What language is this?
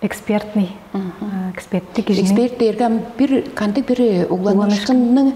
Tuvinian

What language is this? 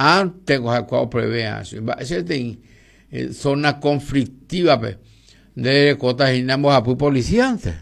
Guarani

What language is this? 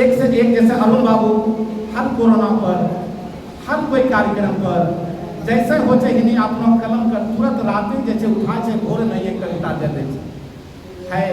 Angika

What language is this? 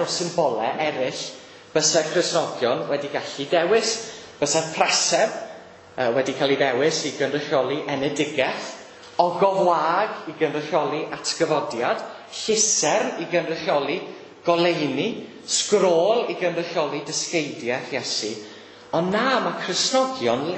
Welsh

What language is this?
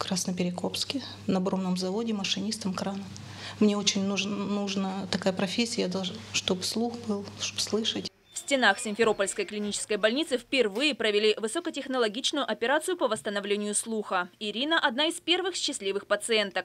Russian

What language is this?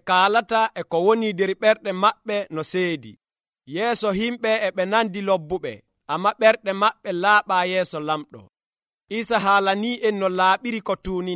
Nigerian Fulfulde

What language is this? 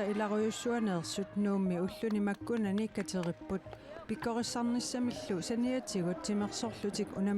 Kalaallisut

